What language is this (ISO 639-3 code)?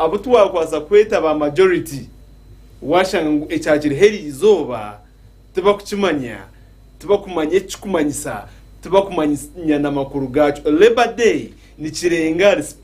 nyn